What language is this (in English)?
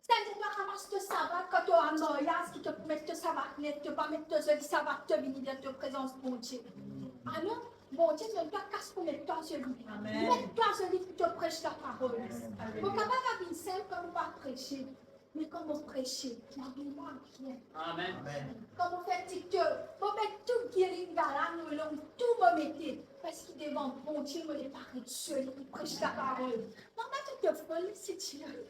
Morisyen